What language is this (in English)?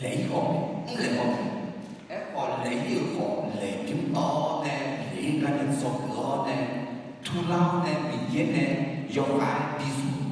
Akha